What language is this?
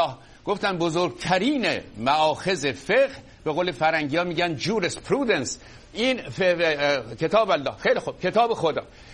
Persian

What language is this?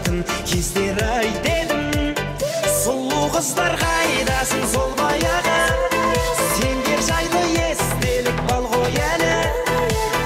Kazakh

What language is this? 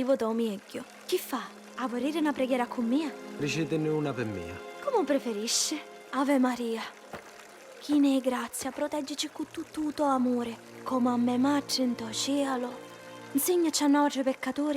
Sicilian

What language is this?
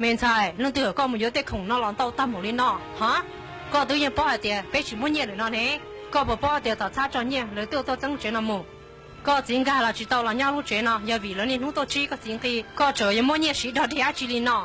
Hmong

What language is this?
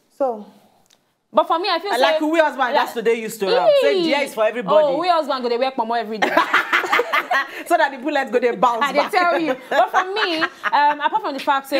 Nigerian Pidgin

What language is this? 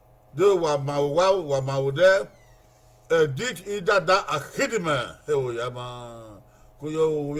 Bini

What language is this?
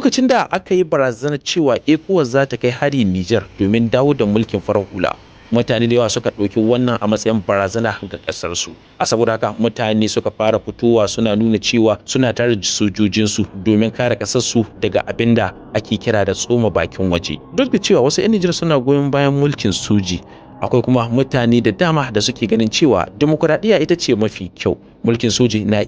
Hausa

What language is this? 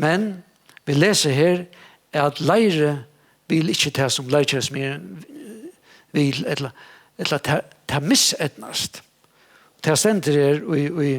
Faroese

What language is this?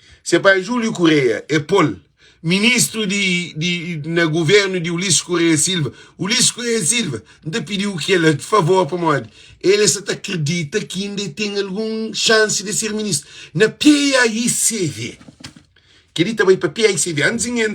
Kabuverdianu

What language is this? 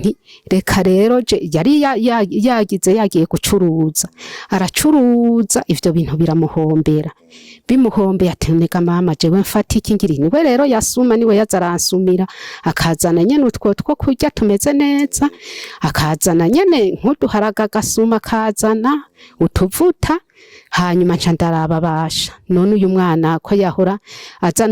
Rundi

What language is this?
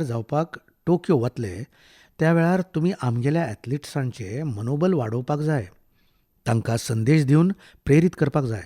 Konkani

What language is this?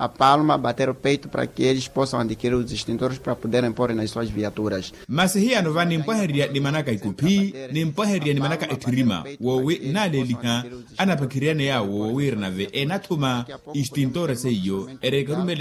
Makhuwa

